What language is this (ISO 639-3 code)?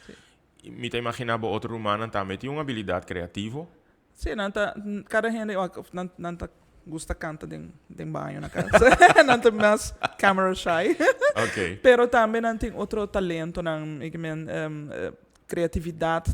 pap